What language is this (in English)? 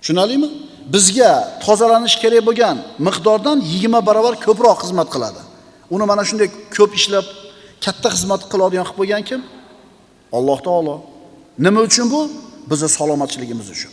Uzbek